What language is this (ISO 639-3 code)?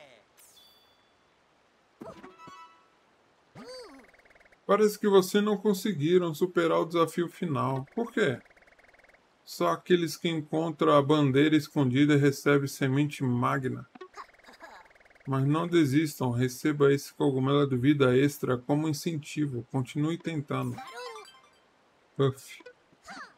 por